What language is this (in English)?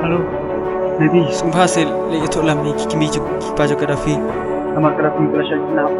Khasi